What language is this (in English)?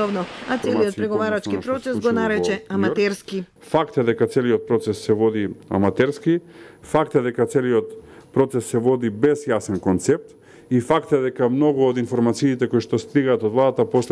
Macedonian